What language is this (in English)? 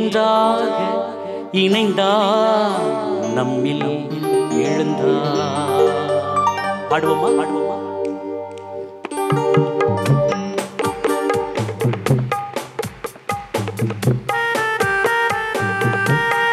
Tamil